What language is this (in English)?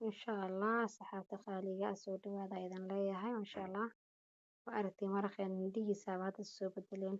Somali